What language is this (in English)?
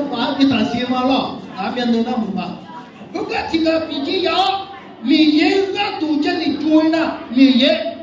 Akha